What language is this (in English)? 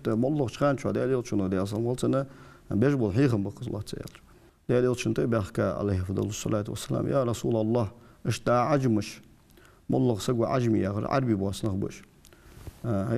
Ingush